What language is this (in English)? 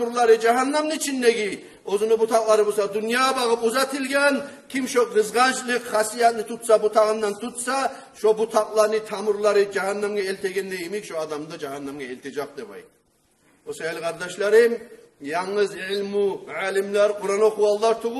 Kumyk